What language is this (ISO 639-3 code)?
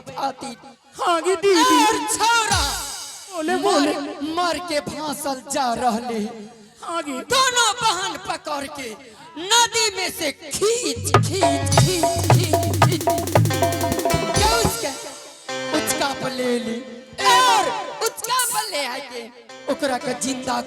anp